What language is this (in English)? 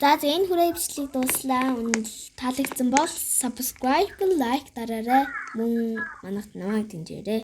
Mongolian